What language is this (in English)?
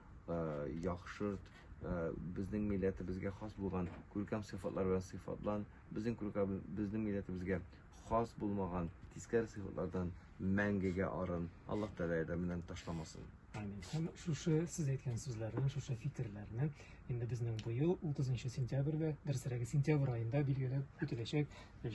Tatar